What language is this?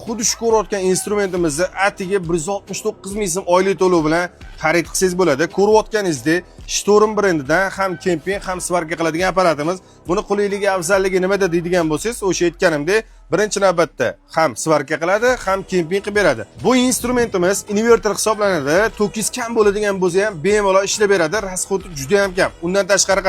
Uzbek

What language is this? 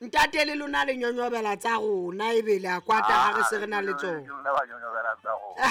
Southern Sotho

